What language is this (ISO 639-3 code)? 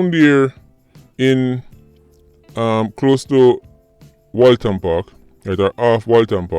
jam